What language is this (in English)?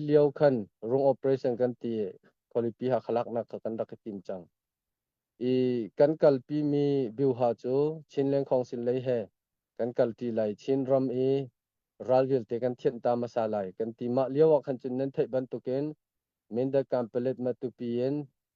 Hakha Chin